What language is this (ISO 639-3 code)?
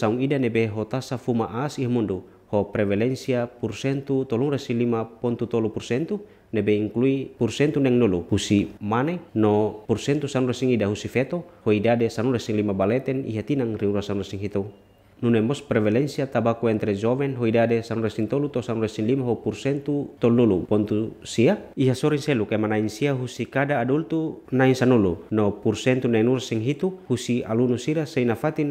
tet